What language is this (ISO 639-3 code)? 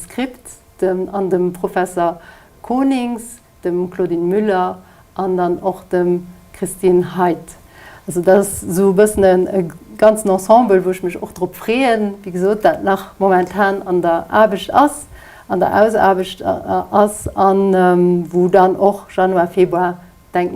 ltz